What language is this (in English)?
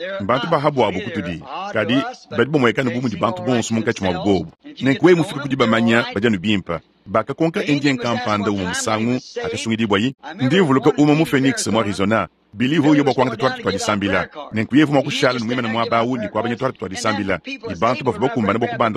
Luba-Lulua